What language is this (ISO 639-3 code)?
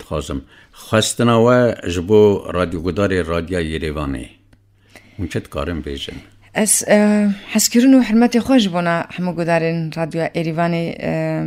kur